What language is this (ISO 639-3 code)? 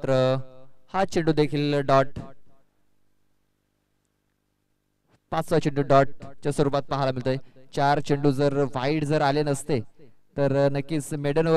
mar